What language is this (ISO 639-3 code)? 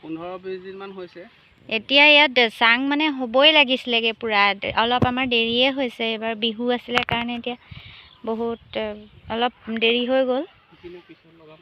asm